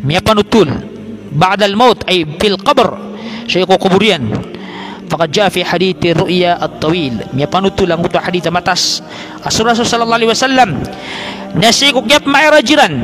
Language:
Maranao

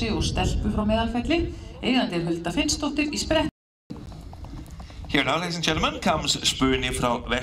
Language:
Icelandic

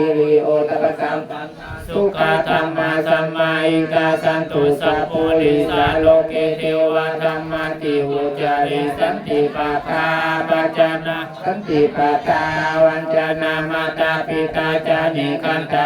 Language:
Pali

